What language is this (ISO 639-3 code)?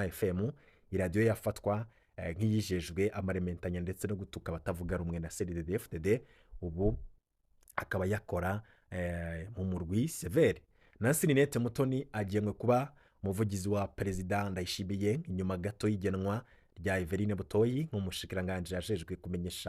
run